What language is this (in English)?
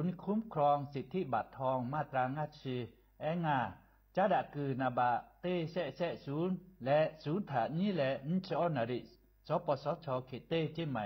Lahu